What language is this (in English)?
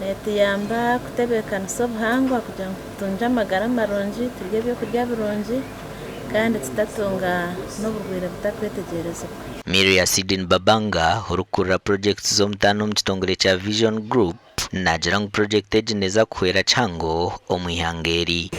Nyankole